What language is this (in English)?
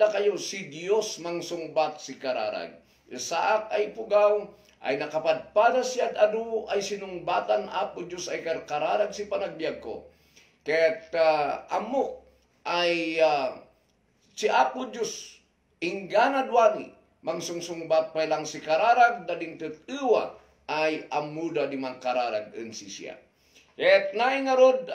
Kankanaey